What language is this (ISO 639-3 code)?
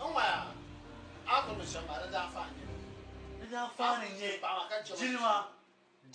dag